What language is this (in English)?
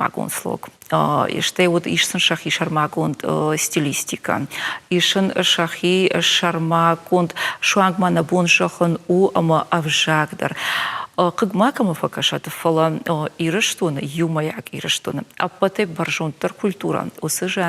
Ossetic